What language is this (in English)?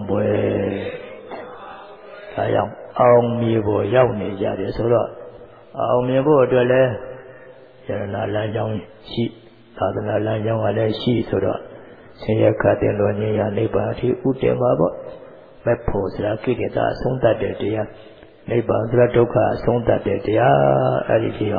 Burmese